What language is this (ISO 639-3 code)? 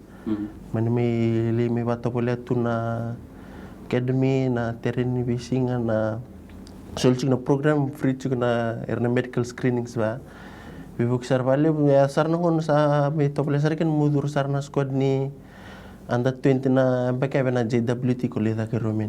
fij